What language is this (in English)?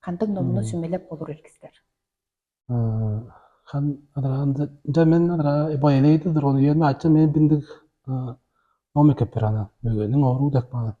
Tuvinian